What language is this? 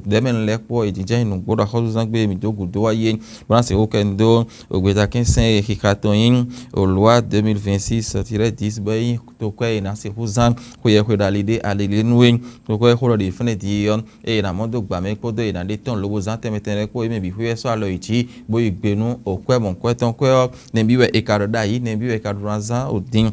Fon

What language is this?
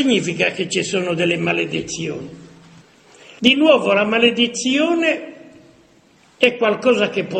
Italian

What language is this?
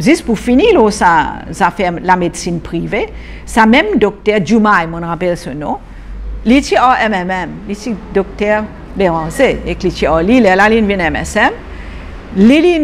Morisyen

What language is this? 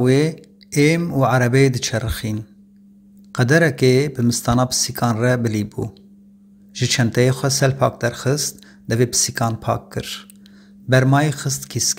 Kurdish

